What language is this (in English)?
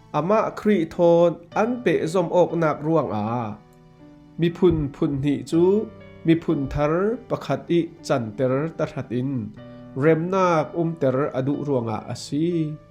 Falam Chin